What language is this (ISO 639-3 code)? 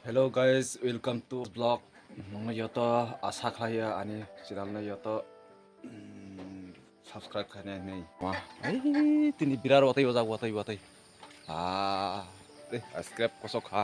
trp